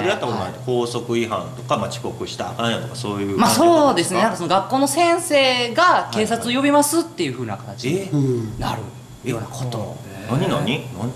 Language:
Japanese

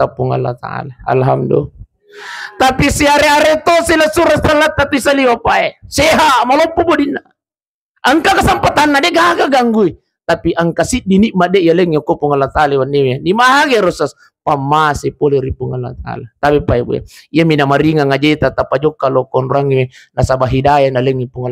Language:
Buginese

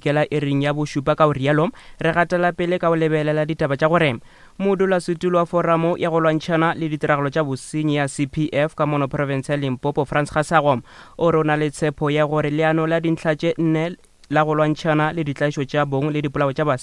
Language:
Northern Sotho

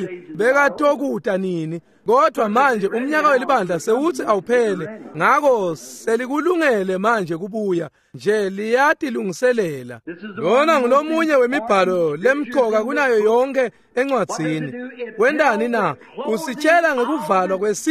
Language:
Swati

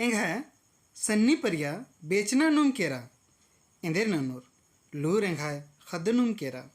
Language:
Kurukh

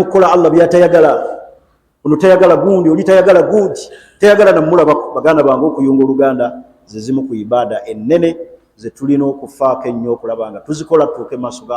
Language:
Ganda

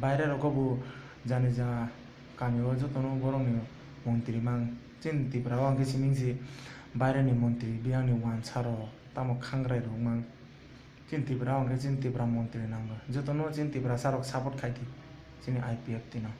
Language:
Kok Borok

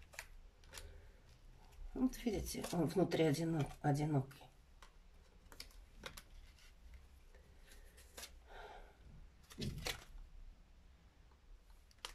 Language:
Russian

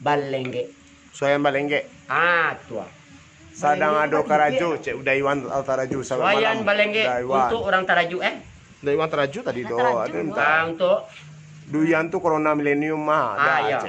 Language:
Minangkabau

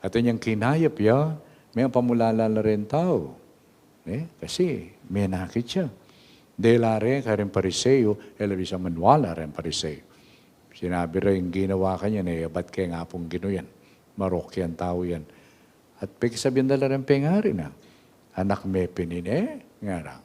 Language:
Pampanga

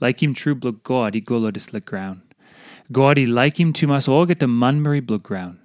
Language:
Tok Pisin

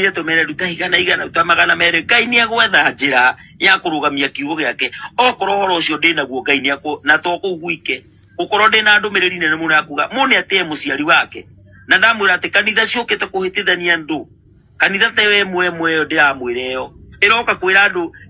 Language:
Kikuyu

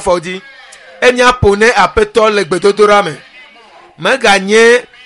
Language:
Ewe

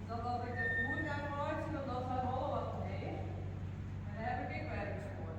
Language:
Western Frisian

